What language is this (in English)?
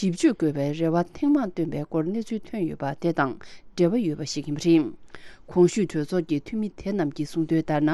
Tibetan